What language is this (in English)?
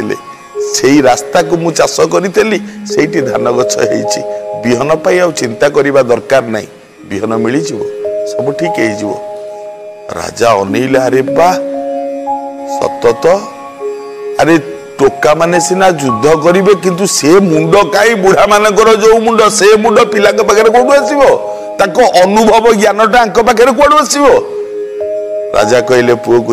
Odia